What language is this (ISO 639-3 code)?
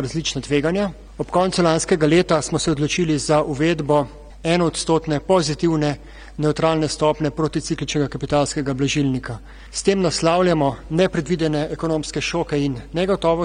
slv